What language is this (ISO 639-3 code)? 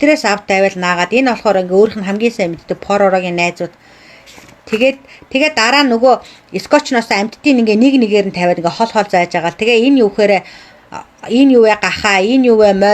mon